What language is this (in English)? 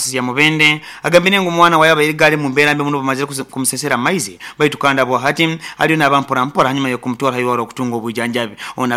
Nyoro